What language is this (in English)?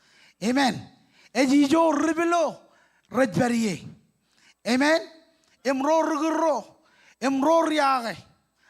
Marshallese